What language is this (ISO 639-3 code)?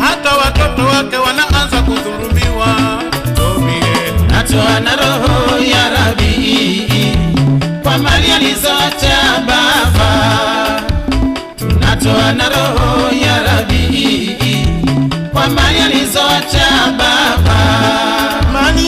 swa